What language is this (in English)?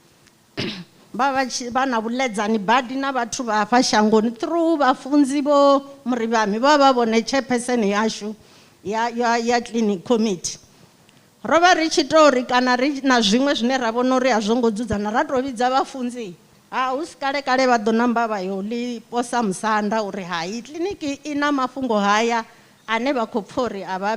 Venda